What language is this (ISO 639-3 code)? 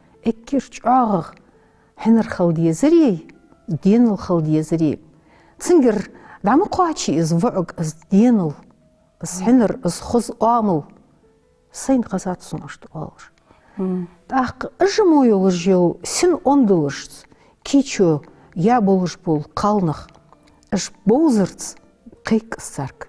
inh